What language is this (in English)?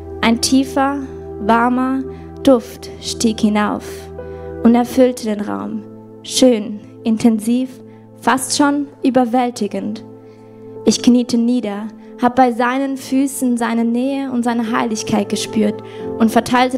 Swiss German